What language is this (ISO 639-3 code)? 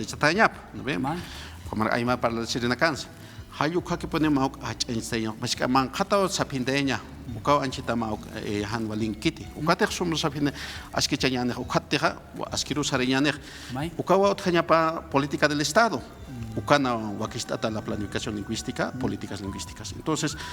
aym